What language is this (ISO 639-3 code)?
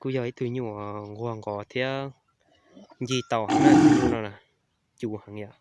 hmn